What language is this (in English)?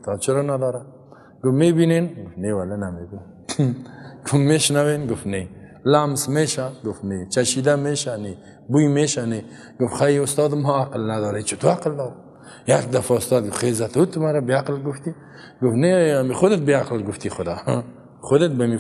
Persian